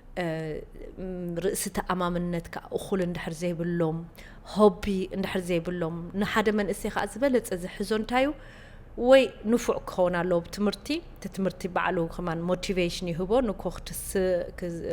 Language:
Tigrinya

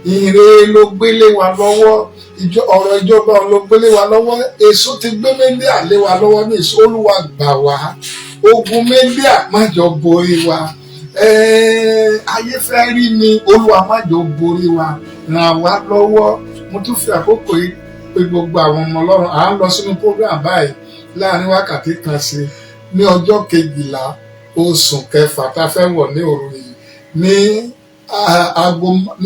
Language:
Yoruba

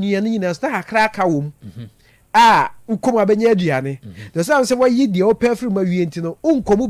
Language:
Akan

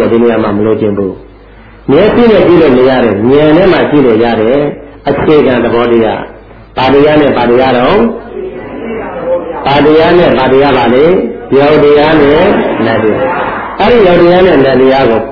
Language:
Burmese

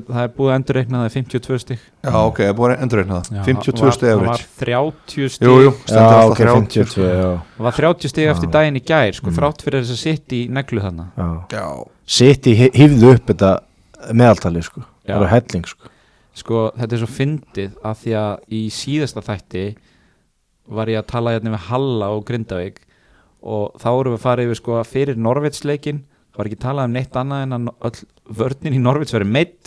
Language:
Icelandic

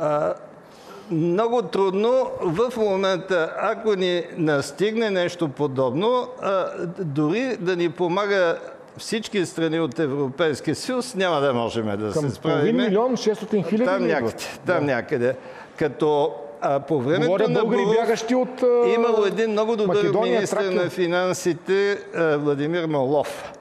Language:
Bulgarian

